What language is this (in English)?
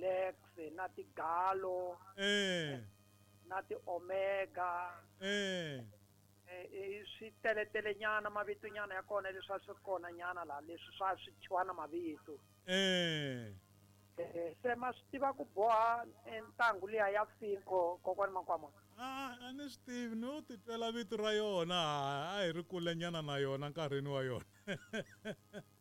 Tsonga